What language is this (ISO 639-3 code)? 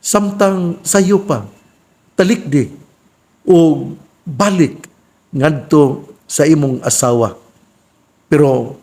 ceb